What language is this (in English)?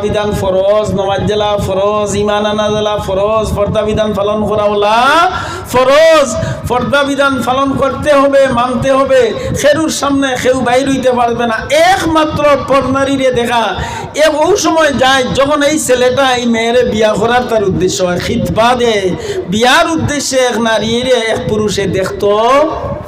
Sylheti